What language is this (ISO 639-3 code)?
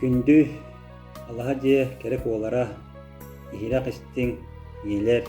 sah